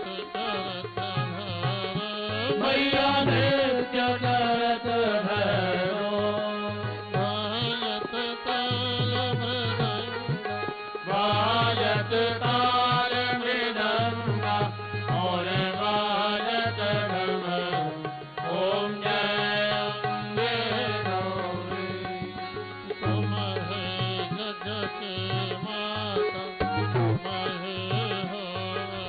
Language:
Hindi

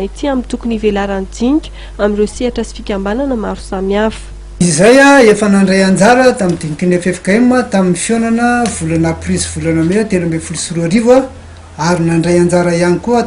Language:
Malagasy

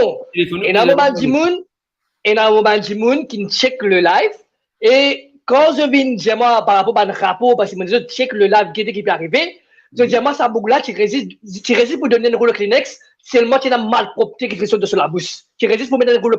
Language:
Morisyen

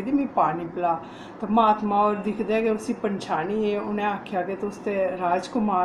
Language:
Dogri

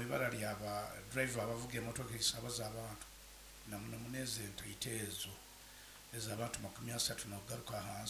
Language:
Nyoro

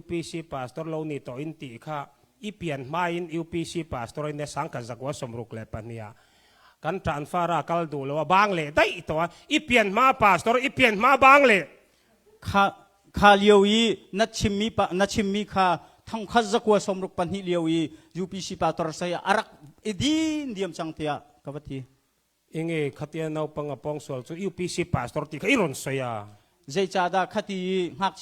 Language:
Hakha Chin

